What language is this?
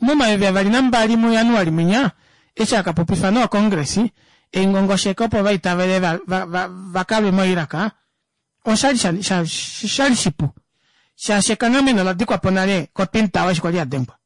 Kuanyama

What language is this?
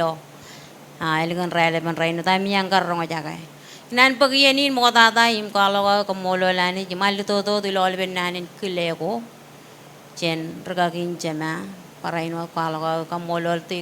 Marshallese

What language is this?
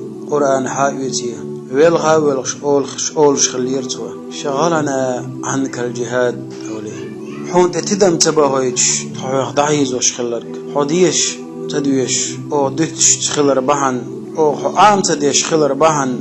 Chechen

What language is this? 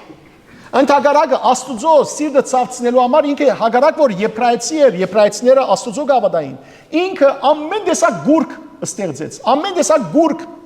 Western Armenian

